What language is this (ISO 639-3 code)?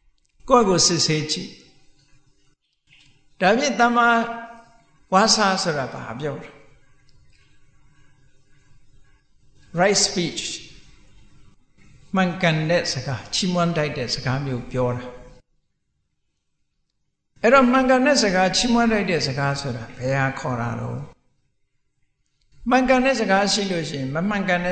mya